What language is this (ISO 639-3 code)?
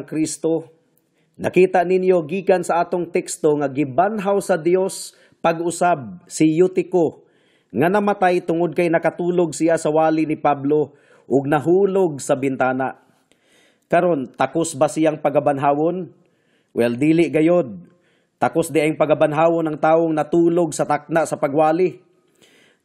ceb